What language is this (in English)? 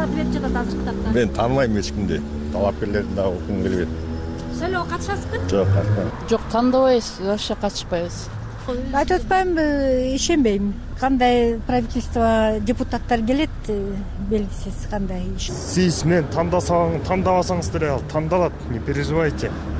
Kyrgyz